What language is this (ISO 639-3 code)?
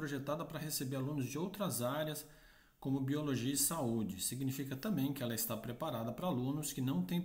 por